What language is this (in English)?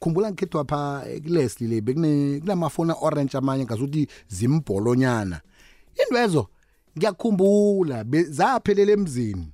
South Ndebele